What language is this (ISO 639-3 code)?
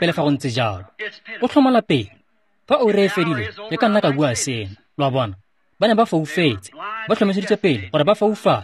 tsn